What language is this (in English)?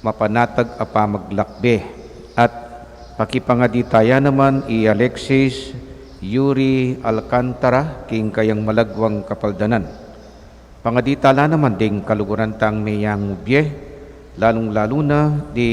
Pampanga